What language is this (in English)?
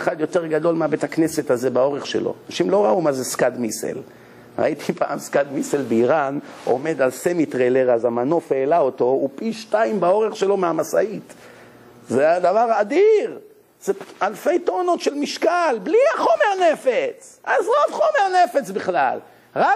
Hebrew